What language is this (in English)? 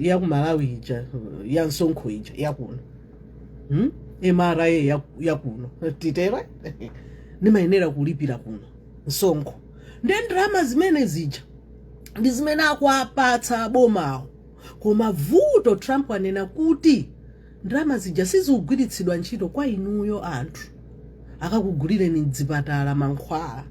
Nyanja